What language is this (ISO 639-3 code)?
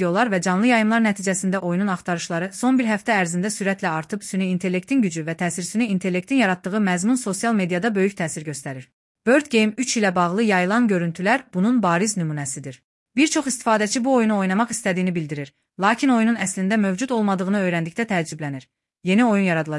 aze